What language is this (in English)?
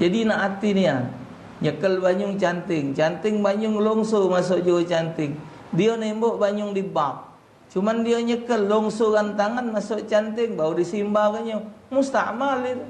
Musi